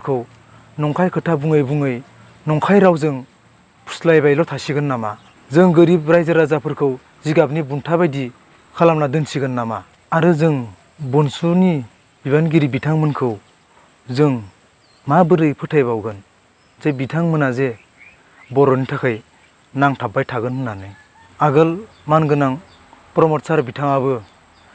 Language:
Bodo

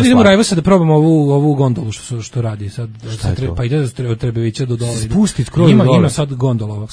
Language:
Serbian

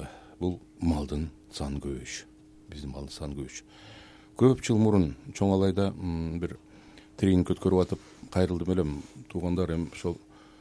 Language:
Kyrgyz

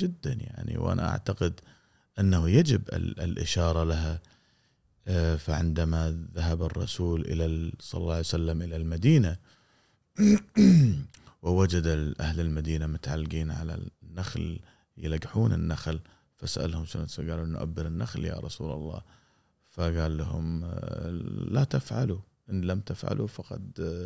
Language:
Gulf Arabic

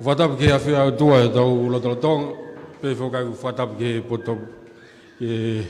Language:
Tongan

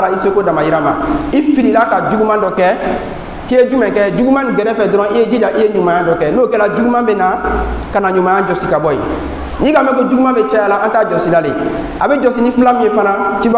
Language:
Bambara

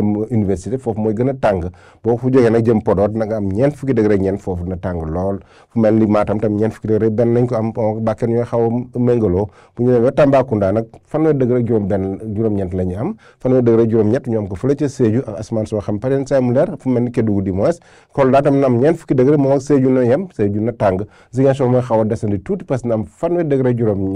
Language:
Wolof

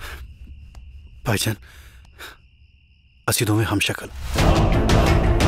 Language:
Punjabi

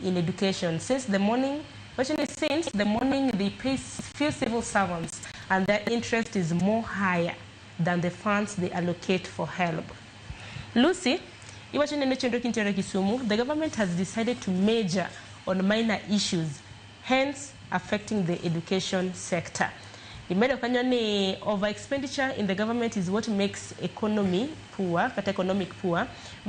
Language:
Luo (Kenya and Tanzania)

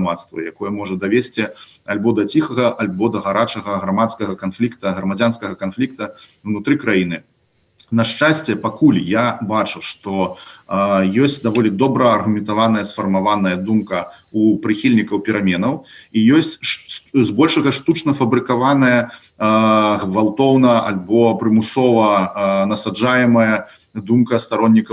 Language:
Belarusian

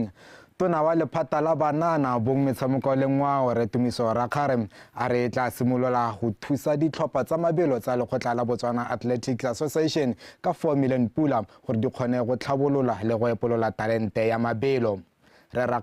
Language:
Tswana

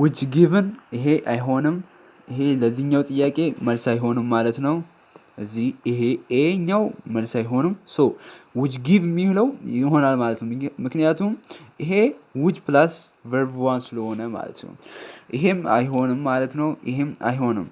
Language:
Amharic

